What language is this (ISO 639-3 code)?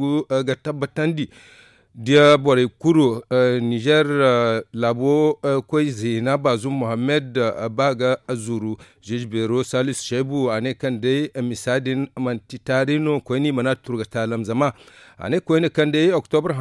dje